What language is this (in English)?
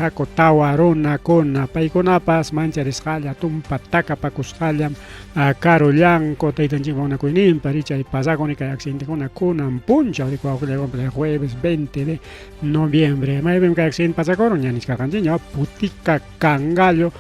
Ayacucho Quechua